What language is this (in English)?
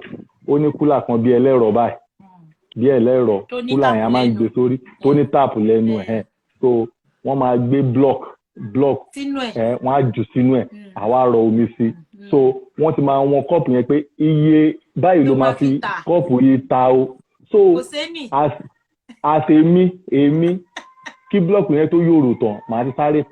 Yoruba